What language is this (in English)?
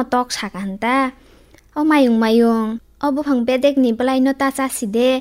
Kok Borok